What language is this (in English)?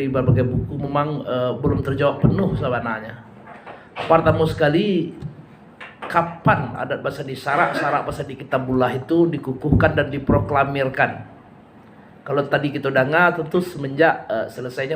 Minangkabau